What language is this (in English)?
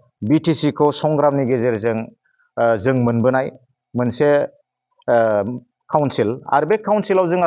Bodo